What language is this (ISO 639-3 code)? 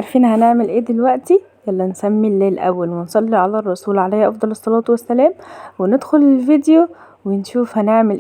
arz